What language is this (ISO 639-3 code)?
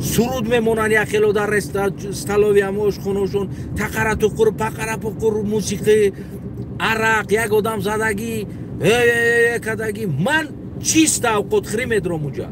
tgk